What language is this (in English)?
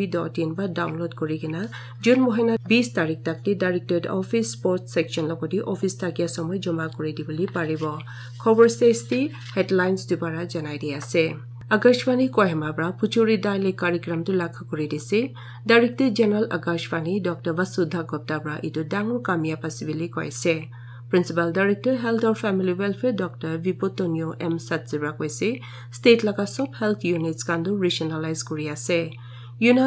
Naga Pidgin